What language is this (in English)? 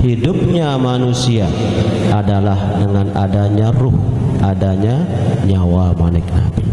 Sasak